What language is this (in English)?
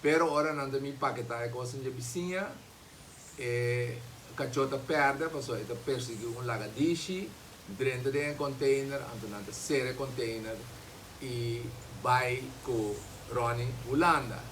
Papiamento